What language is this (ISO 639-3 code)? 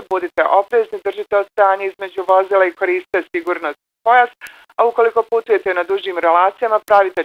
bos